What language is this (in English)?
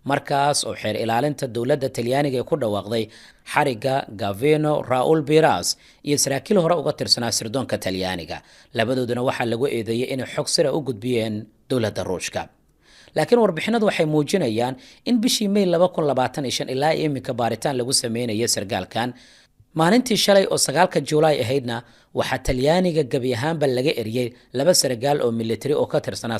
Somali